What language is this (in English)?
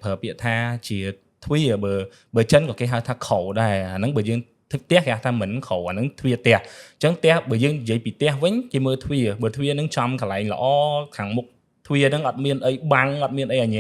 Khmer